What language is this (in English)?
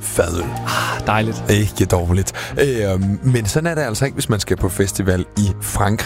Danish